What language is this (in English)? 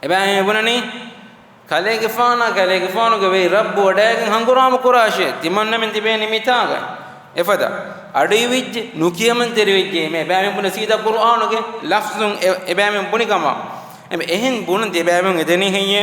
Divehi